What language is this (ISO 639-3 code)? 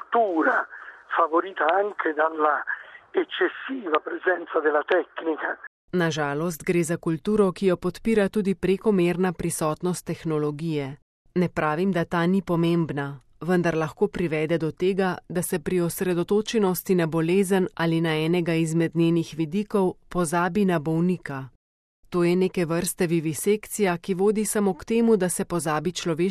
slv